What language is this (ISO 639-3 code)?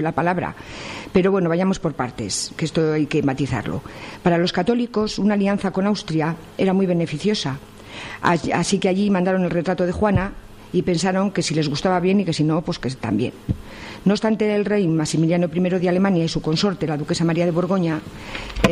spa